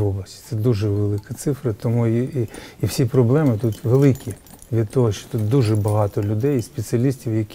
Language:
Ukrainian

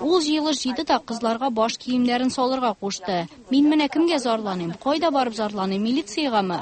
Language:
Tatar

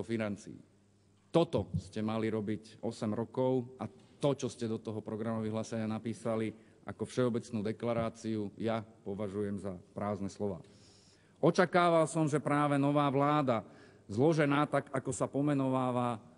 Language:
Slovak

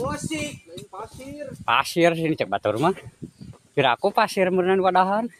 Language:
Sundanese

